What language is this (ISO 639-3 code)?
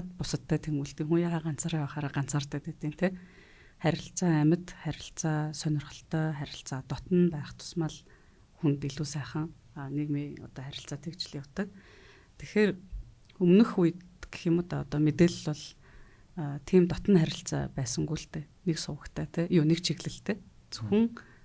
mon